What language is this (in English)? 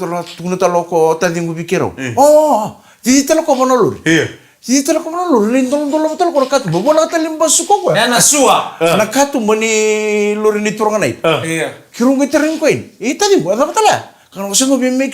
Fijian